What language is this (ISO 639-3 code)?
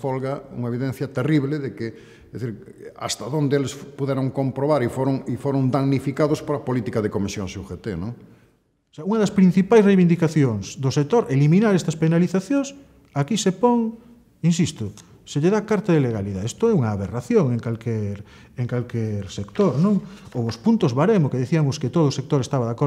glg